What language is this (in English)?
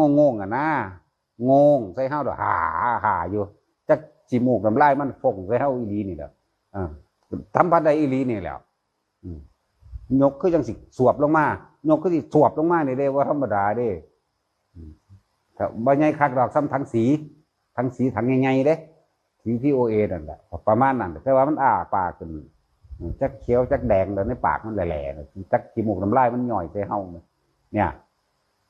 Northeastern Thai